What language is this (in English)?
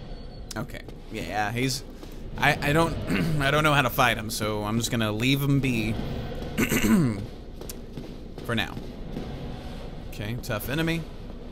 English